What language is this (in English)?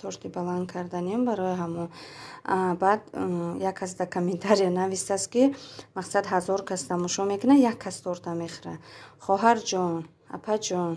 Tajik